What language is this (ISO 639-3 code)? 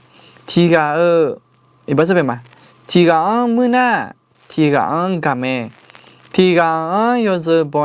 ahk